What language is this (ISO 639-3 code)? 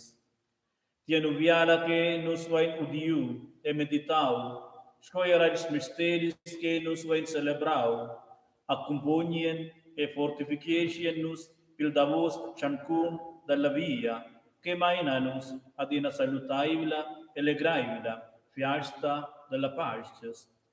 roh